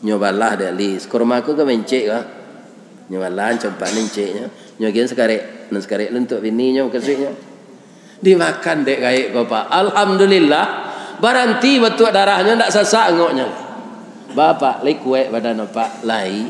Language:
Minangkabau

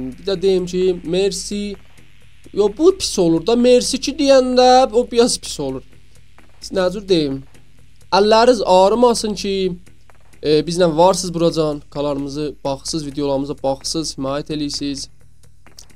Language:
South Azerbaijani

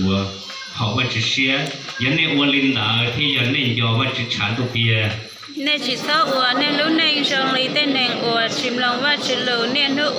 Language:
Hmong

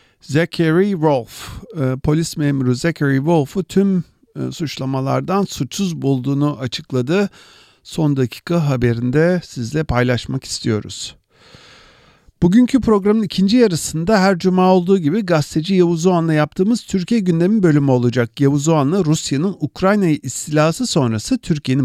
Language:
Turkish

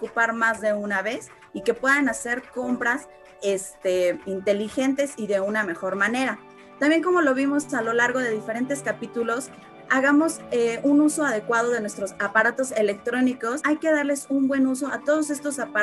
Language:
Spanish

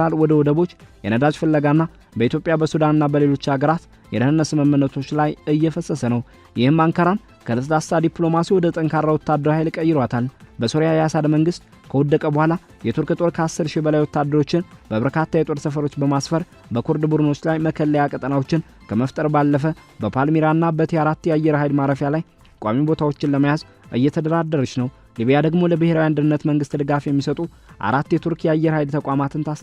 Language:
Amharic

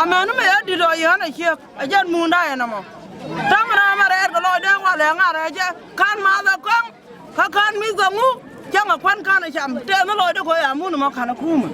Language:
Nuer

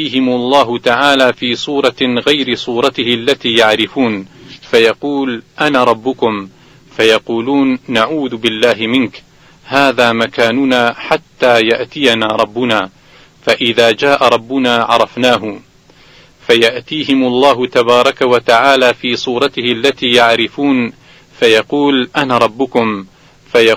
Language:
Arabic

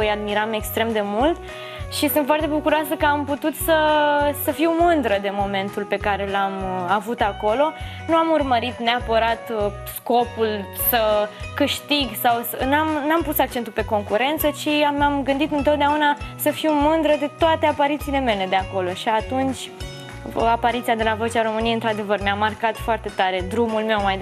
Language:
Romanian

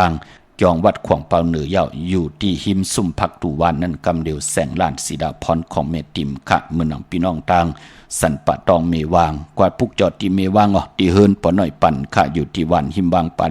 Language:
Shan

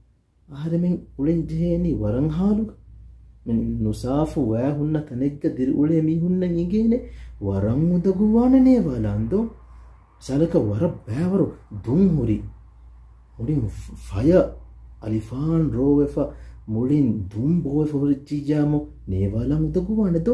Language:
Divehi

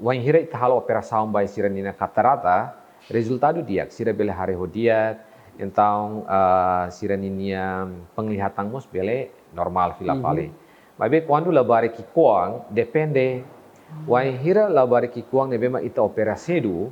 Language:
Tetum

